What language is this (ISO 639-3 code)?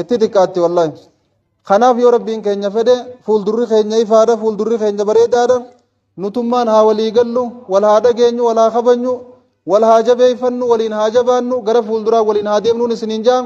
orm